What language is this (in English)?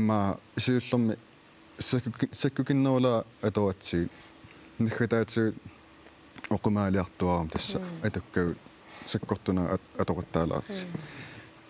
Kalaallisut